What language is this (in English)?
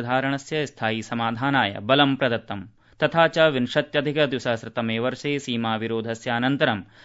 Sanskrit